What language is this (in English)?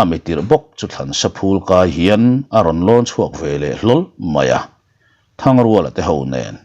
Mizo